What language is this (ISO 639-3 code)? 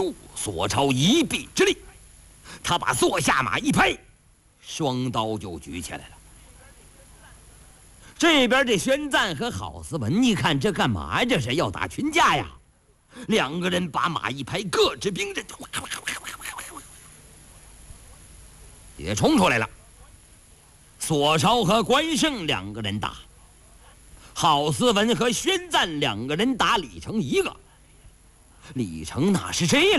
zho